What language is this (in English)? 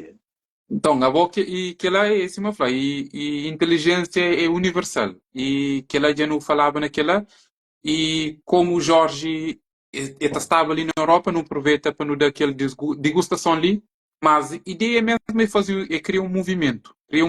Kabuverdianu